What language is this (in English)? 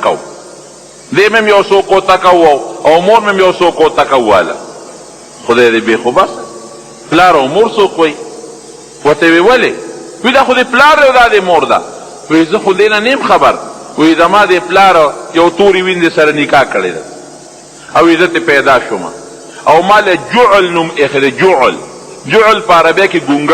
Pashto